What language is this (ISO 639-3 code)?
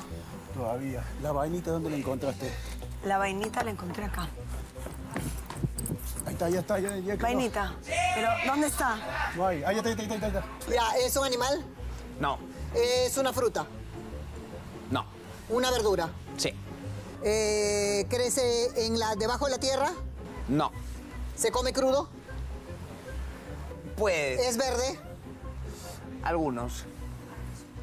spa